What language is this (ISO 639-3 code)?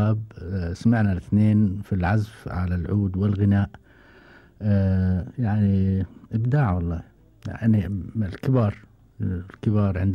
afb